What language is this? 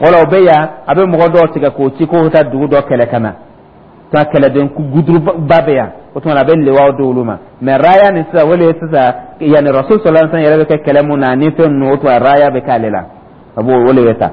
Dyula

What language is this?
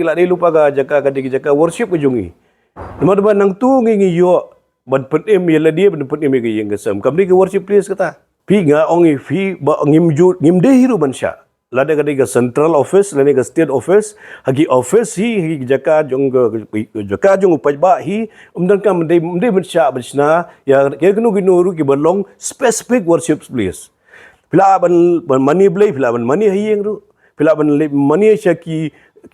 Khasi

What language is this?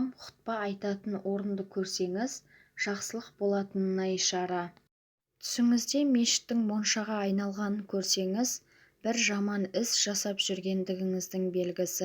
Kazakh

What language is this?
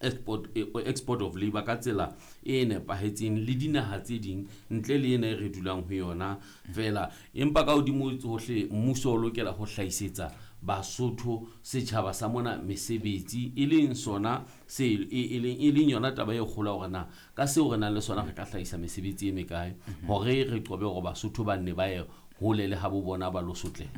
Southern Sotho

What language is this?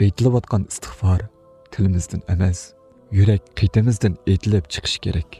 Uyghur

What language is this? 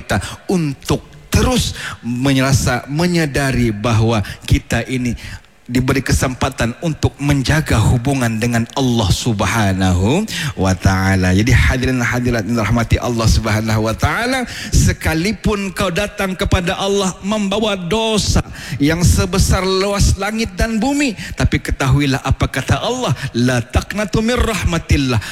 Malay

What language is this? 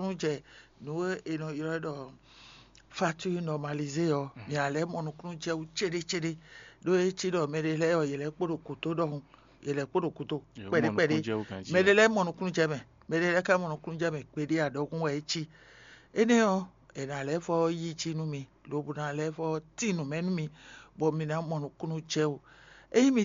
Fon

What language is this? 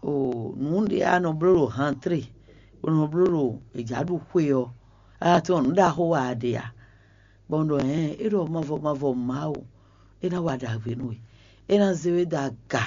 Fon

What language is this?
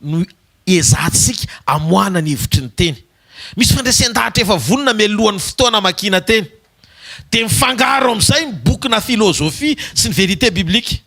Malagasy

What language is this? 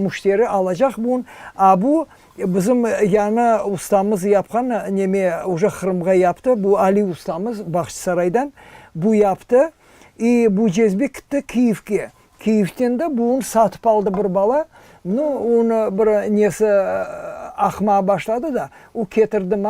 Crimean Tatar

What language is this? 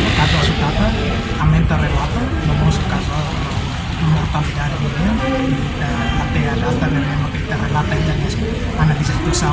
Tetum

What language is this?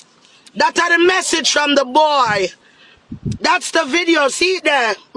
Jamaican Creole English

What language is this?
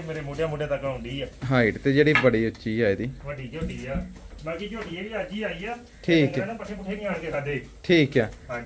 Punjabi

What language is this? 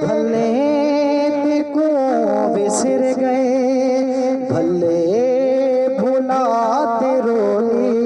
Saraiki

